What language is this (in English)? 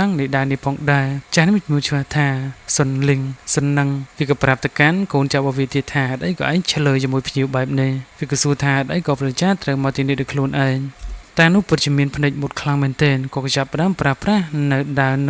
Khmer